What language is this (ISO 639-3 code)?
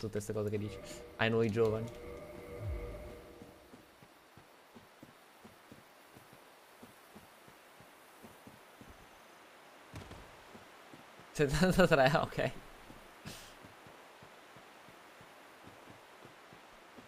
ita